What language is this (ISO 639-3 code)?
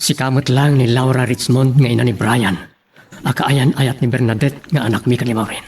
ilo